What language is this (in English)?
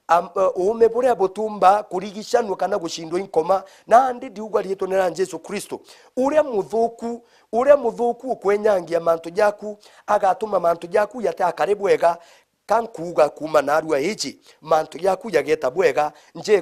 Meru